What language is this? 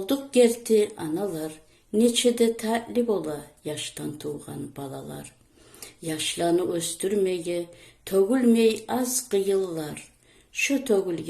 Kumyk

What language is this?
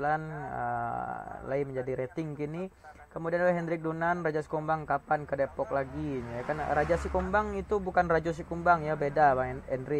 Minangkabau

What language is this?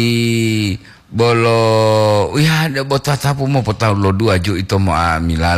Gorontalo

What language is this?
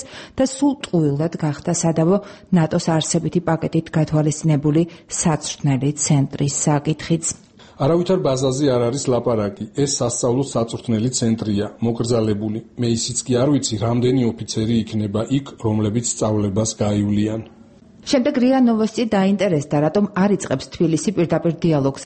Georgian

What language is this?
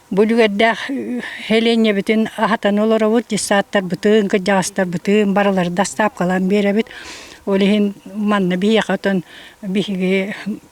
Yakut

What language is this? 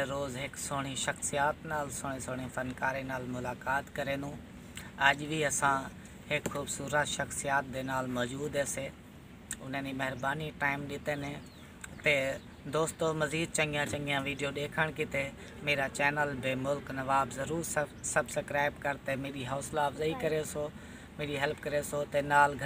Saraiki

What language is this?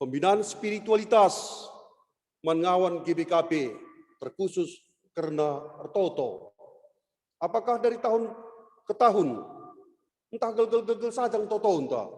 Batak Karo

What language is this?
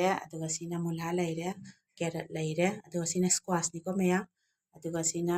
Manipuri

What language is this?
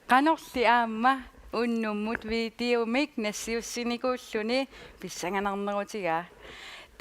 Kalaallisut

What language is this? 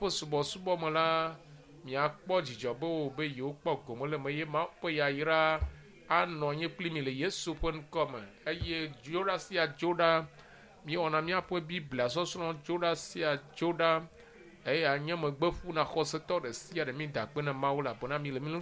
Ewe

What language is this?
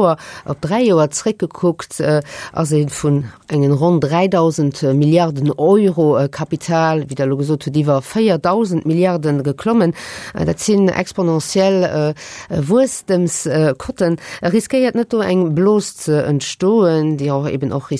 Luxembourgish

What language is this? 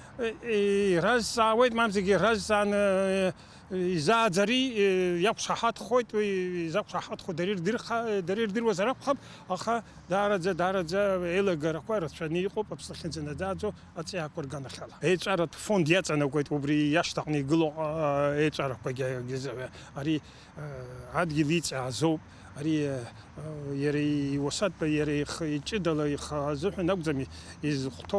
Abkhazian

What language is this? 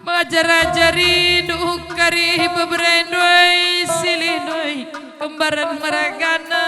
Batak Karo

